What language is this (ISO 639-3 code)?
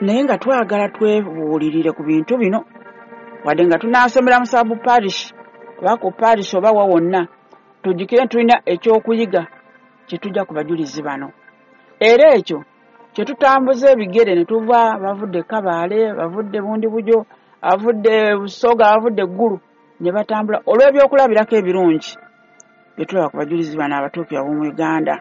lug